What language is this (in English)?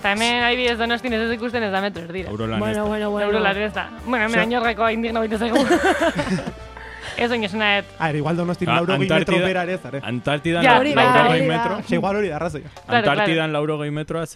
Basque